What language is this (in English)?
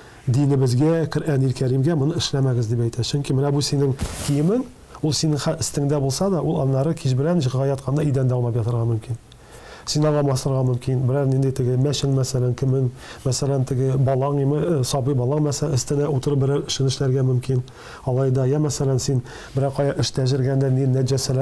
Tatar